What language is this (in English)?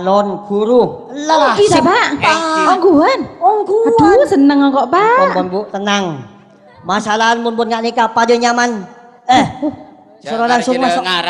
Madurese